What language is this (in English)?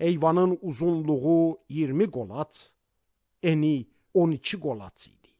Azerbaijani